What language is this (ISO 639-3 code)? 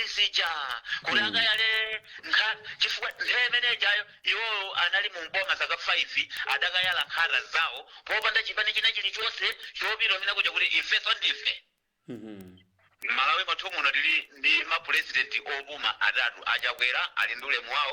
nya